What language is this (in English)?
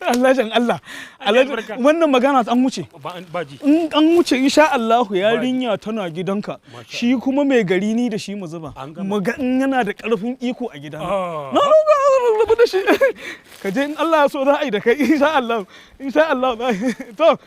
Hausa